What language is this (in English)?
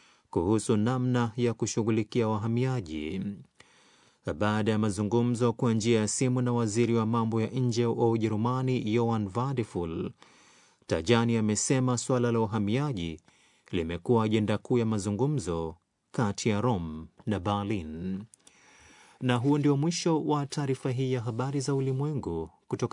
Swahili